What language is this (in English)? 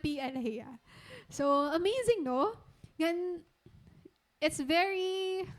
Waray